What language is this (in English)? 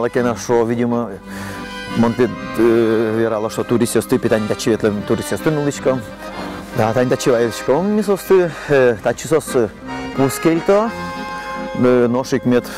Udmurt